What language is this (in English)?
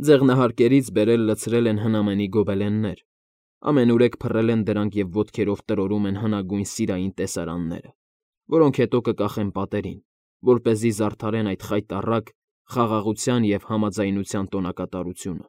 Armenian